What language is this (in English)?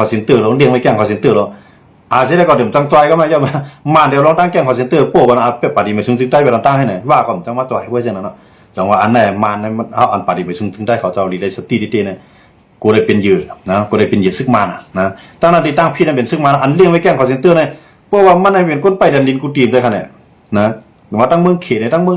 Shan